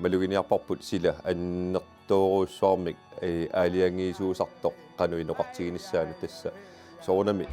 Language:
Kalaallisut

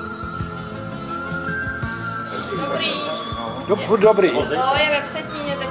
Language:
Czech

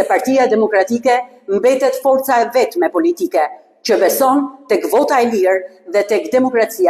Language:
Albanian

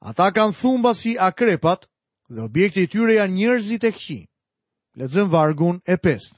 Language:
Albanian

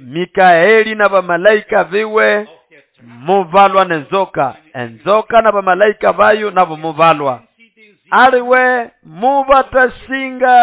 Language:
Nande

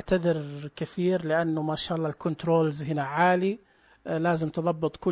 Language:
Najdi Arabic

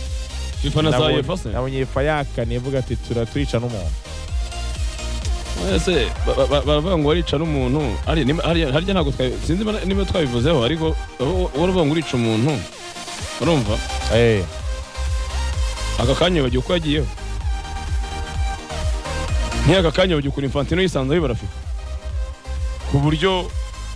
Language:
Kinyarwanda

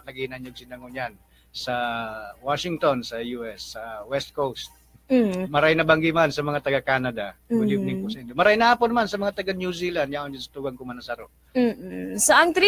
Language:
Bikol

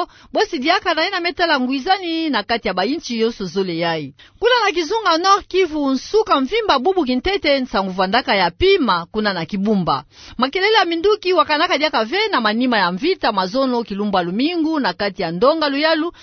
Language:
Kituba (Democratic Republic of Congo)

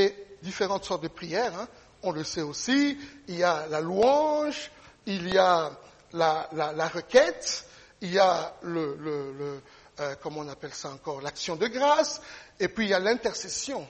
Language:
French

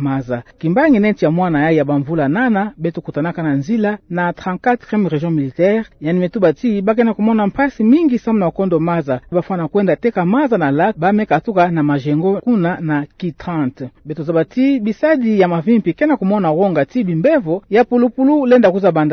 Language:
Kituba (Democratic Republic of Congo)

